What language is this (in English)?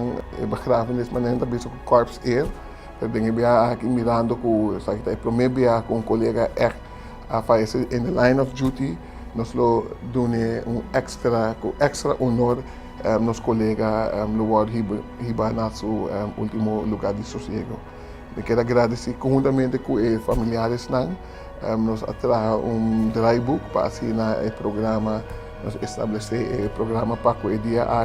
Papiamento